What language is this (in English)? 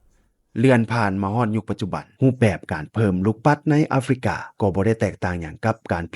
Lao